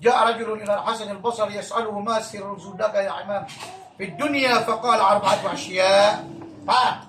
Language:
Maranao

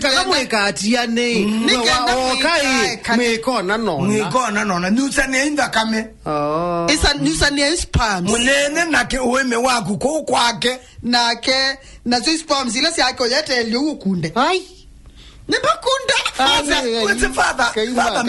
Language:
Kamba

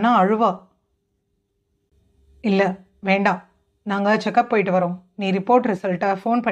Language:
Tamil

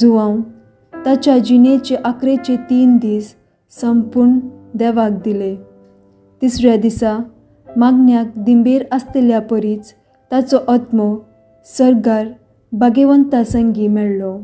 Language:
Konkani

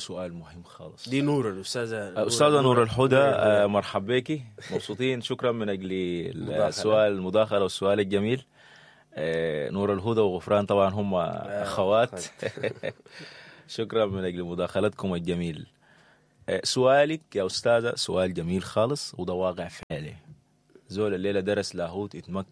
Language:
Sudanese Arabic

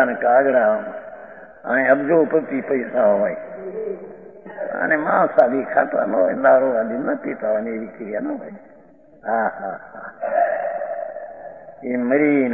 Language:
Gujarati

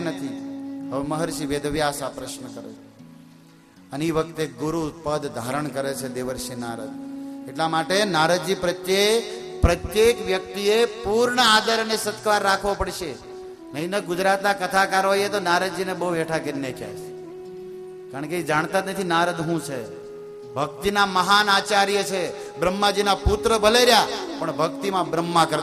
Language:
Gujarati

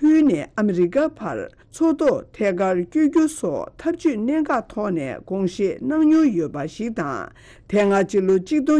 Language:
Tibetan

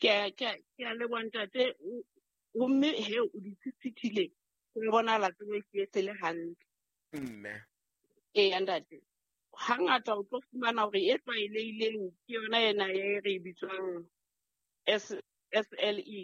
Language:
Southern Sotho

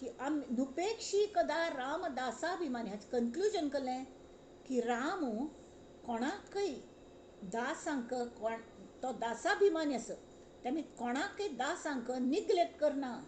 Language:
Konkani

